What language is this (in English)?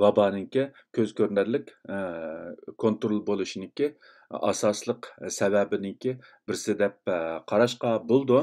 Uyghur